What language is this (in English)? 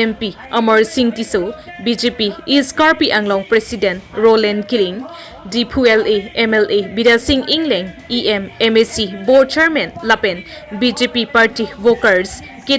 Karbi